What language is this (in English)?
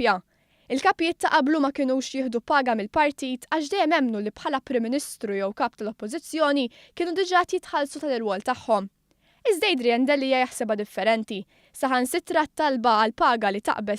Maltese